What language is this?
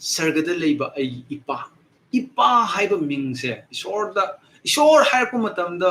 Manipuri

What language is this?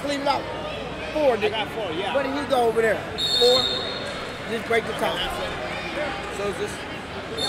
English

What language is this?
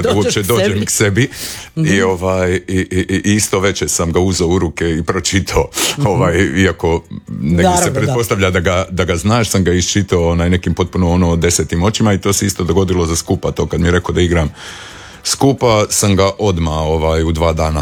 Croatian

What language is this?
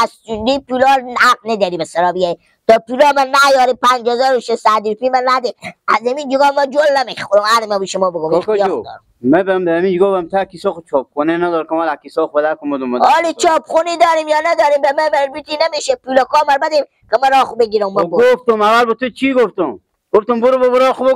Persian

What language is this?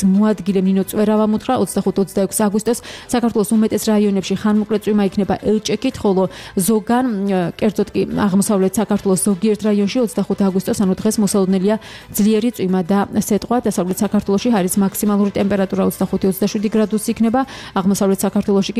Georgian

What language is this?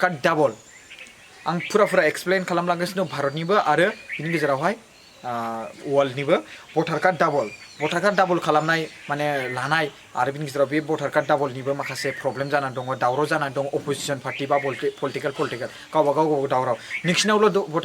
Bodo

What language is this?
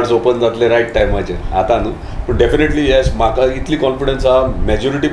Konkani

